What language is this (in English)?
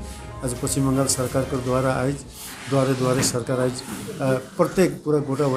Sadri